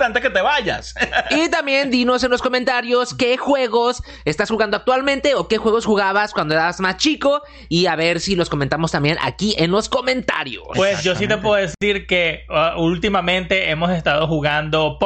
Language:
Spanish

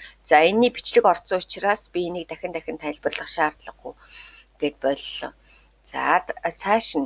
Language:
Mongolian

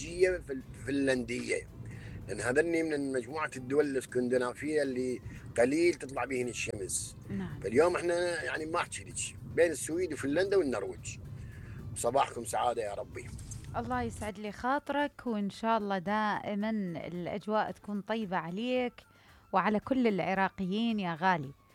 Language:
Mesopotamian Arabic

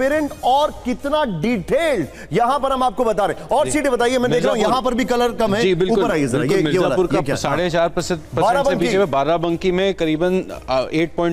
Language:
Hindi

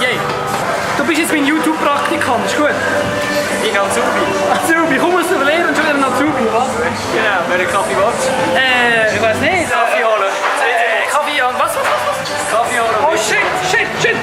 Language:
Swiss German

